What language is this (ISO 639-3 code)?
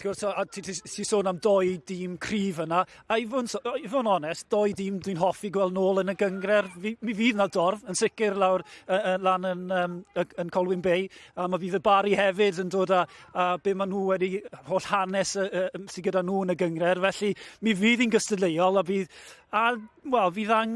cym